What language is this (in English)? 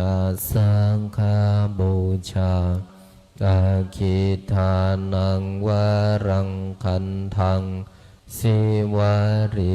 Pali